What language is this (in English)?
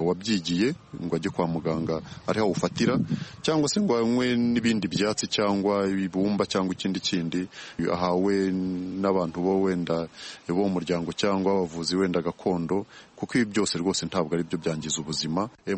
Kinyarwanda